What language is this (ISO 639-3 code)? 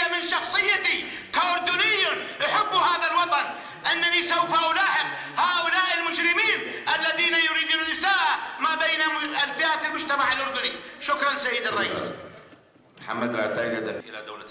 ara